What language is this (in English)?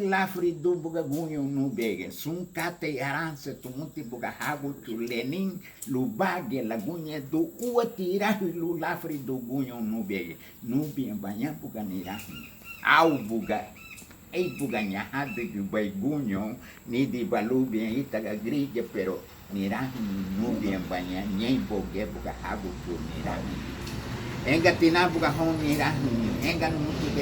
Garifuna